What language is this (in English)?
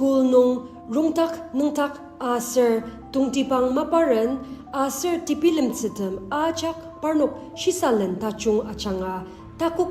Ao Naga